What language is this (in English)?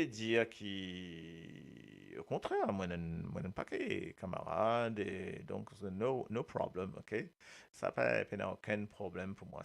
Morisyen